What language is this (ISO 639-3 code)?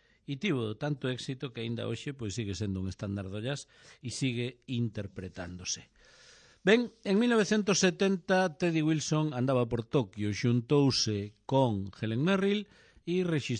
glg